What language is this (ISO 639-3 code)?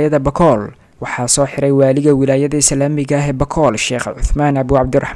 som